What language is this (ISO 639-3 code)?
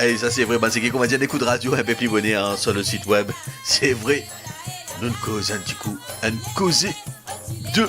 mfe